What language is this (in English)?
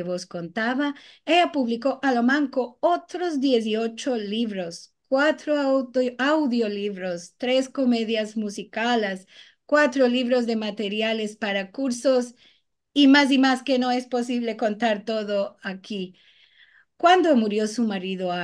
Ladino